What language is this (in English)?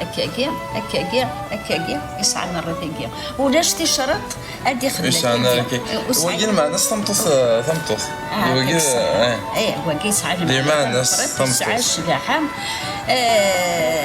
Kabyle